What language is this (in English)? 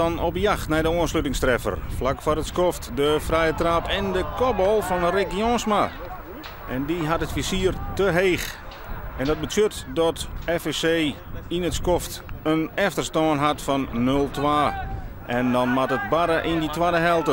Western Frisian